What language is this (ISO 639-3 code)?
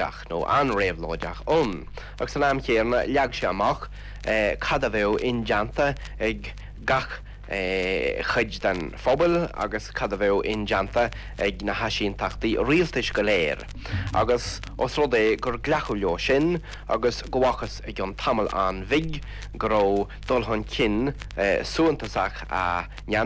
gle